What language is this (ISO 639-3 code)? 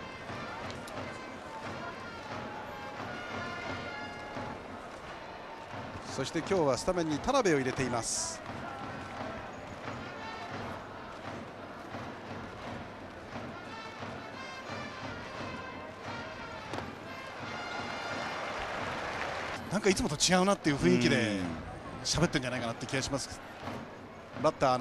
jpn